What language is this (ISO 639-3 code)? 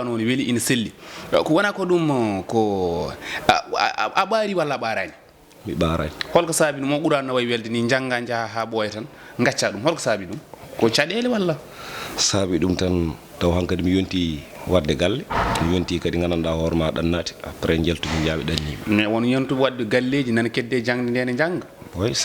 ful